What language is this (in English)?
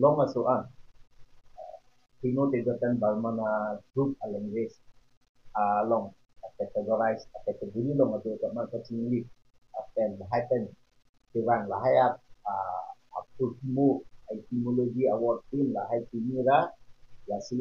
Karbi